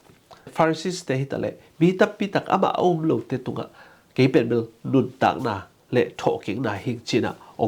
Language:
Tedim Chin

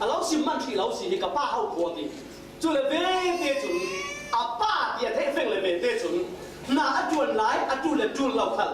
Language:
Falam Chin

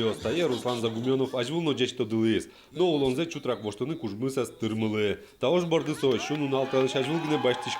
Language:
Udmurt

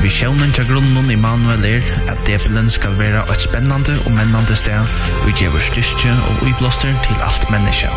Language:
Faroese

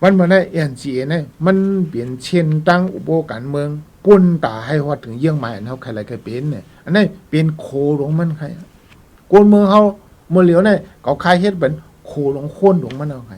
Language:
Shan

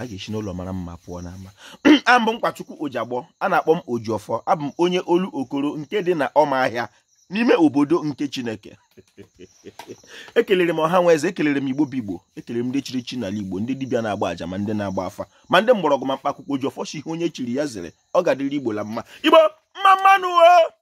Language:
Igbo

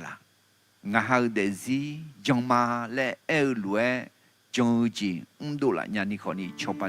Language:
Akha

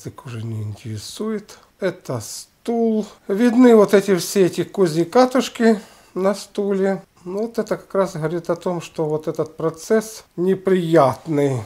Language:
Russian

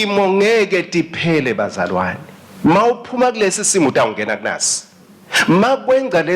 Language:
Swati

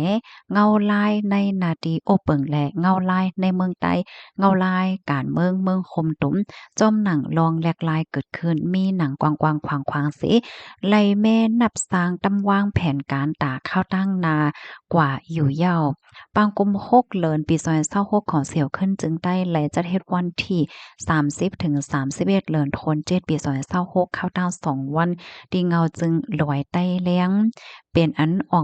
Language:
Shan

